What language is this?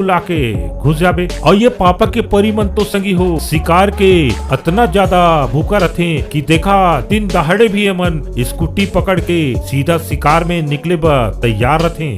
Chhattisgarhi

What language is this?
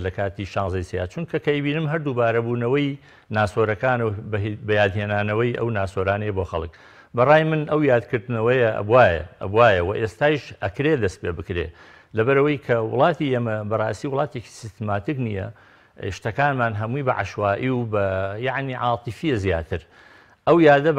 Central Kurdish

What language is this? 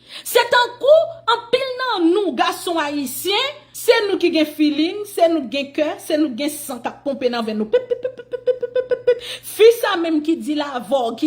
Haitian Creole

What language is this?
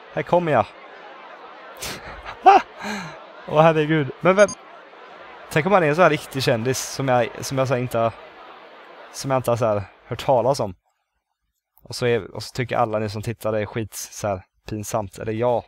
Swedish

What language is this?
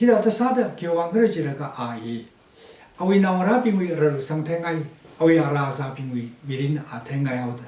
Tangkhul Naga (India)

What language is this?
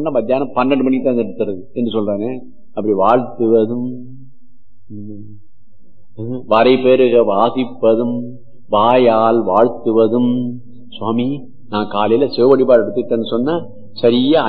Tamil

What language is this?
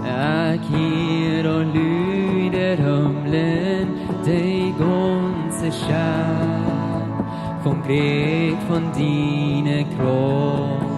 Plautdietsch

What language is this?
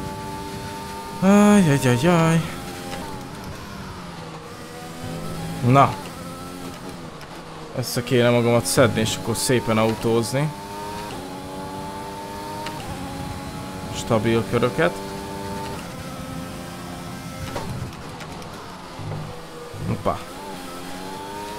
Hungarian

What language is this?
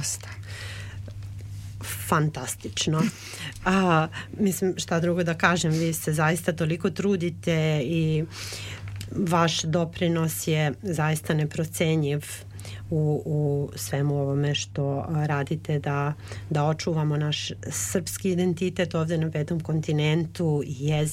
Serbian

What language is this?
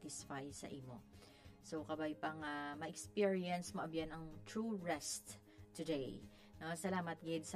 Hiligaynon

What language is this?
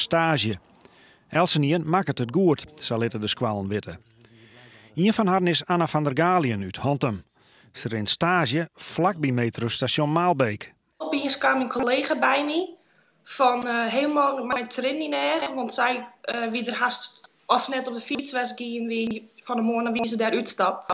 Western Frisian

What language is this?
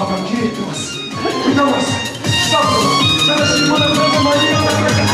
Chuvash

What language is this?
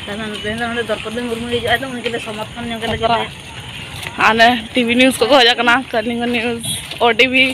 Santali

